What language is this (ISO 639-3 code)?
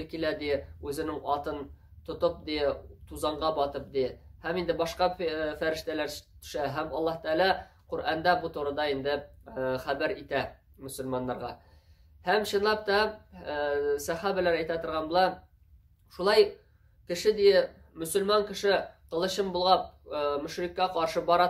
tat